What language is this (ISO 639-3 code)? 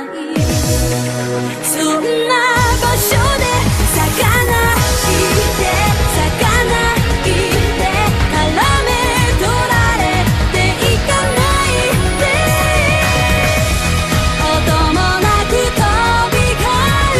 jpn